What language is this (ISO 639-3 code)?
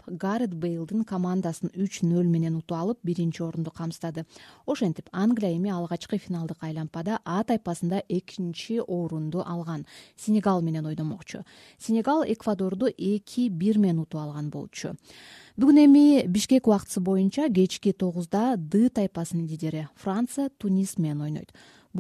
kir